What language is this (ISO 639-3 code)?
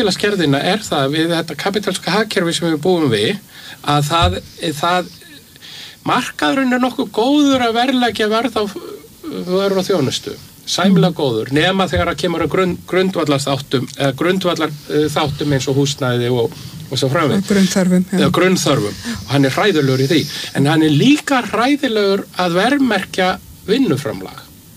isl